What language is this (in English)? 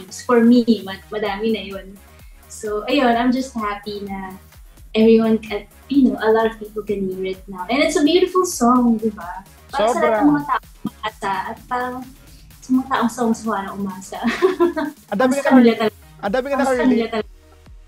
Filipino